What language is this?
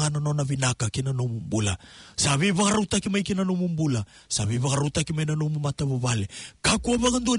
Fijian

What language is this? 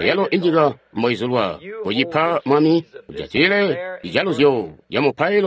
Tonga (Zambia)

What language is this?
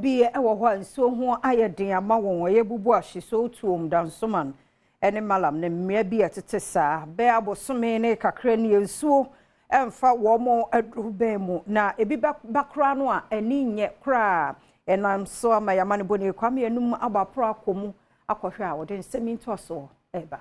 Akan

